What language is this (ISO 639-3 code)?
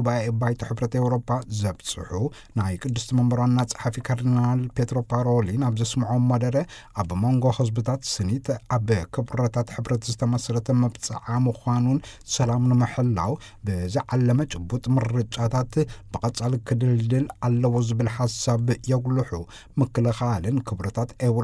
tir